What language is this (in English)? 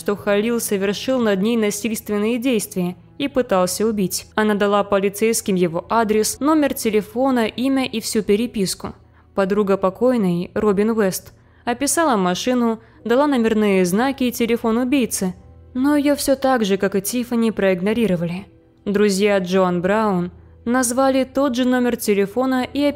Russian